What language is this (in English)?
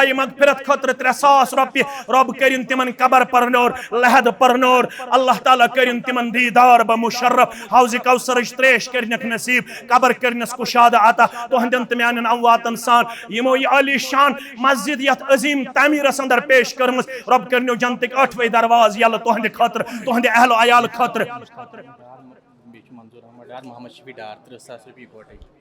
Kashmiri